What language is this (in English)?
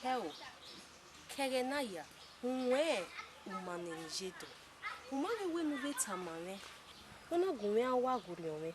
Bini